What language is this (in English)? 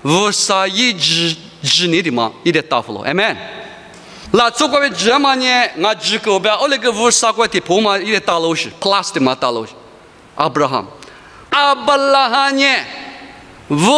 Lisu